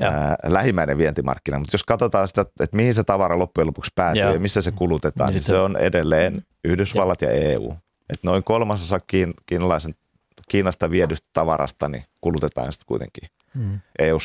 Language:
Finnish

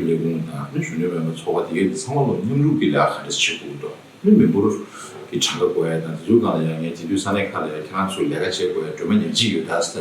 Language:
Tibetan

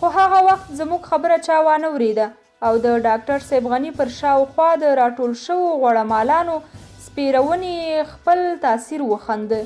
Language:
Pashto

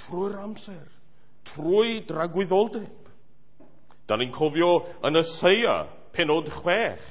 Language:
Welsh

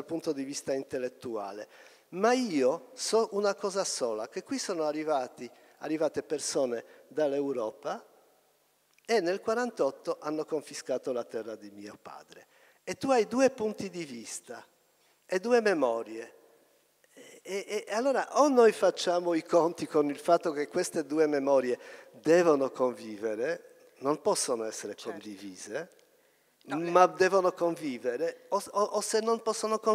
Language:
Italian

